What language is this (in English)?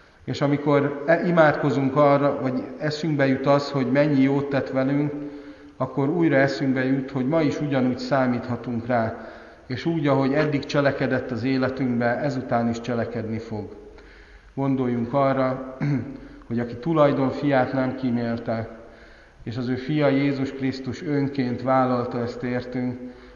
Hungarian